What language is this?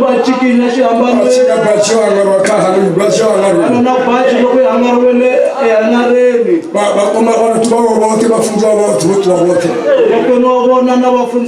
Tsonga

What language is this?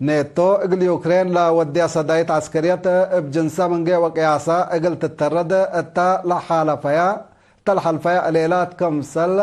Tigre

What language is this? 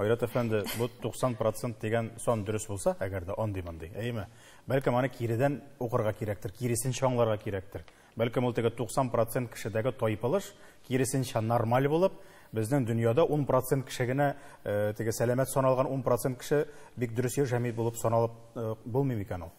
Tatar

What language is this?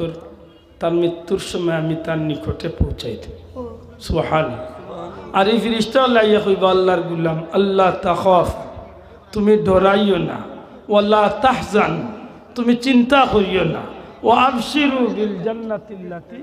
Sylheti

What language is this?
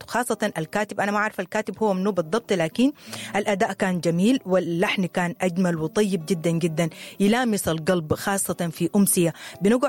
Sudanese Arabic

